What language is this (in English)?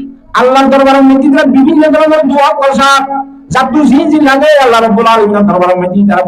Rohingya